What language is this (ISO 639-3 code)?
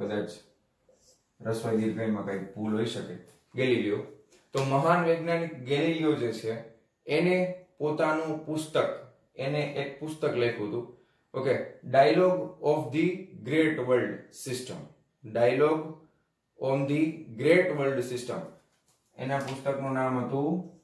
guj